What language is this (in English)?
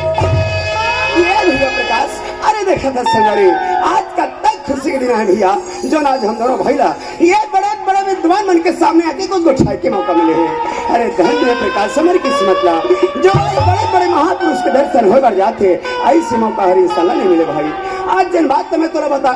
Chhattisgarhi